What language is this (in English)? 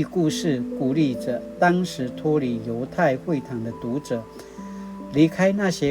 Paiwan